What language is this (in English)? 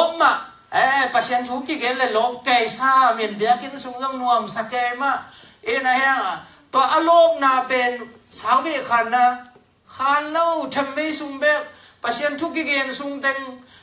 Tedim Chin